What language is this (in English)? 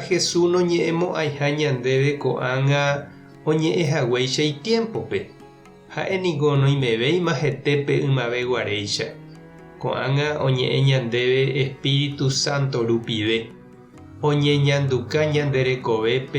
Guarani